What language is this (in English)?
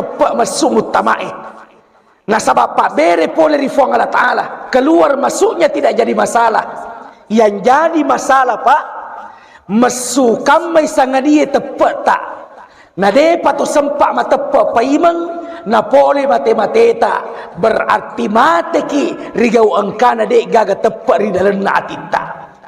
Buginese